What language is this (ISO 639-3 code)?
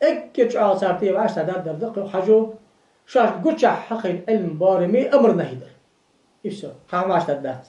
inh